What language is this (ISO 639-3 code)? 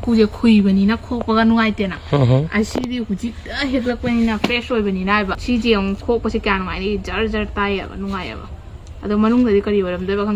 mni